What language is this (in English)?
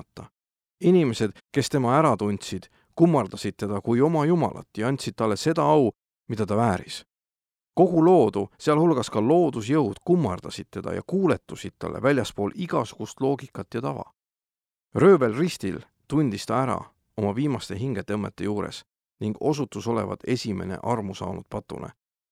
Estonian